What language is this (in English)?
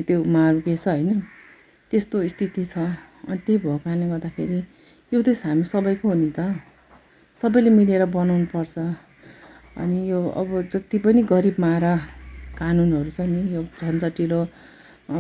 Nepali